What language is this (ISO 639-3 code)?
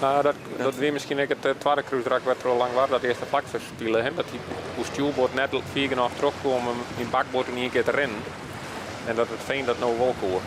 fry